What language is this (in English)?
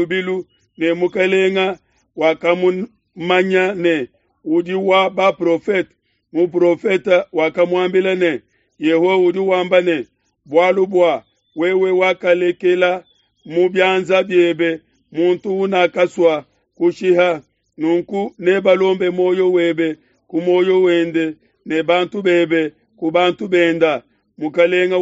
Luba-Lulua